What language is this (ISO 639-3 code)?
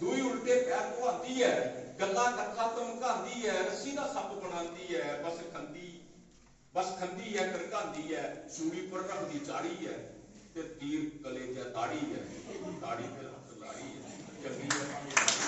doi